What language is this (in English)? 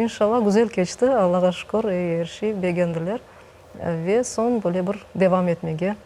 Crimean Tatar